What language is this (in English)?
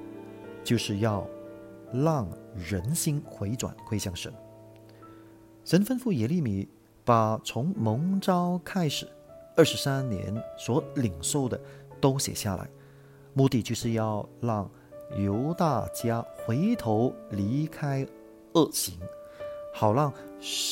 Chinese